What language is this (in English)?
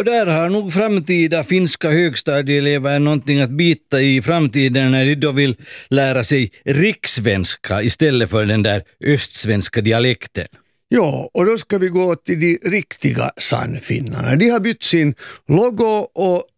Swedish